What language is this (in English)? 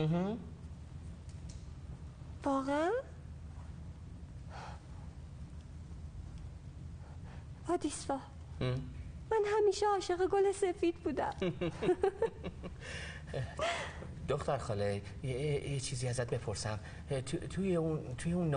Persian